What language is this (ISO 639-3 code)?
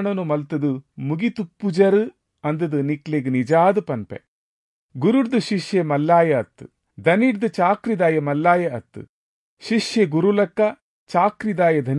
tcy